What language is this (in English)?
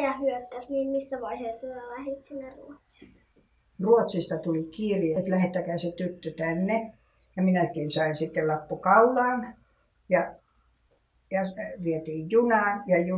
Finnish